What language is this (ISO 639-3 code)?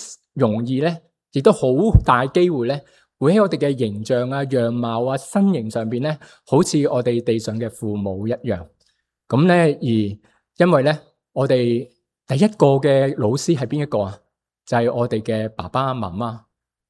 yue